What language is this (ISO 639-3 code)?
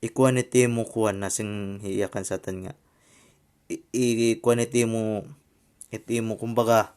war